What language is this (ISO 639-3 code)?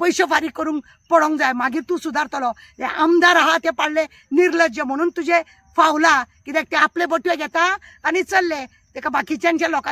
kok